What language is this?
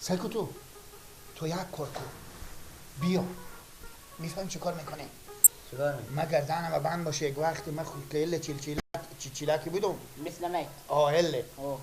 Persian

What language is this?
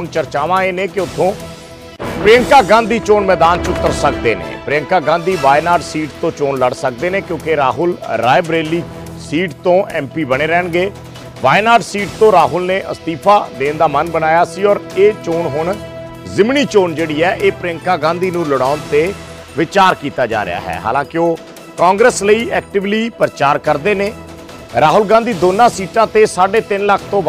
Punjabi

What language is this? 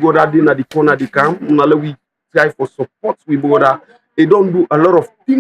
Krio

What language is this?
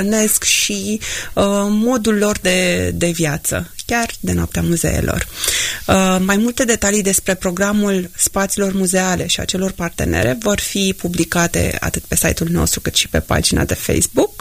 Romanian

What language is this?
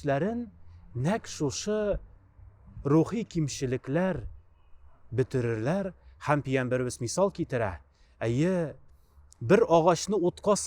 Tatar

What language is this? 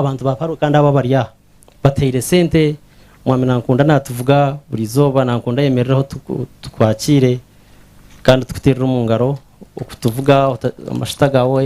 Nyankole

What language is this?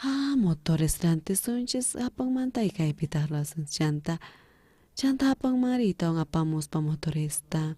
South Bolivian Quechua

